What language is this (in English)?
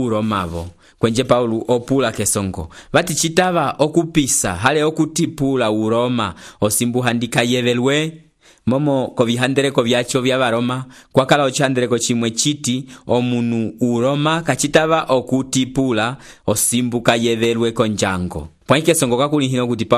Umbundu